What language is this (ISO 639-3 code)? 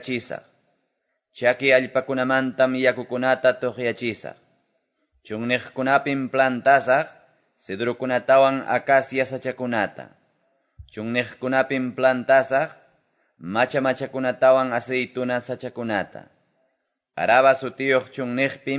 que